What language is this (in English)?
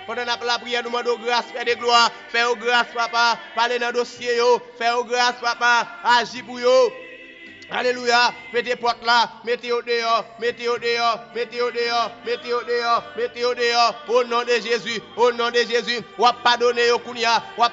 French